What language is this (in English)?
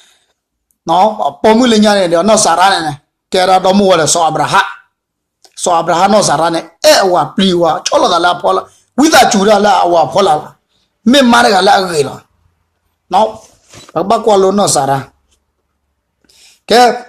S'gaw Karen